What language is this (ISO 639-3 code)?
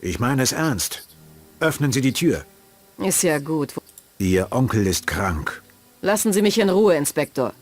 bar